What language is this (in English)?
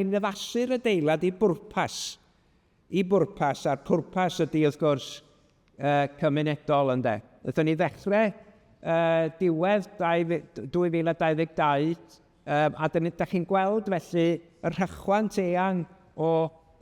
Welsh